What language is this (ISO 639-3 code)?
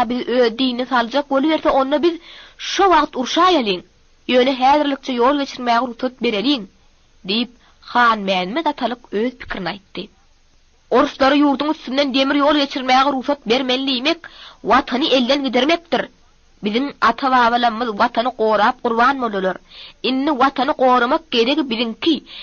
tuk